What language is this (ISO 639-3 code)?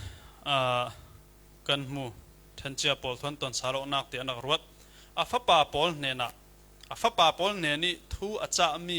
cfm